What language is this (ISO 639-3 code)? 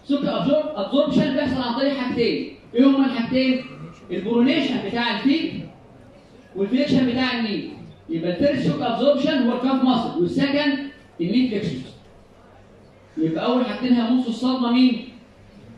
arz